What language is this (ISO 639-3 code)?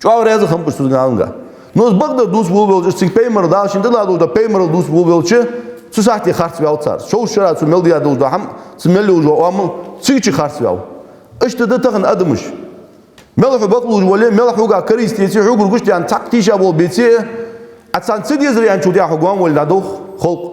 inh